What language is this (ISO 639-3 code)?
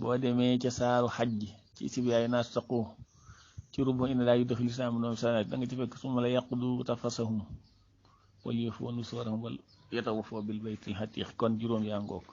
wol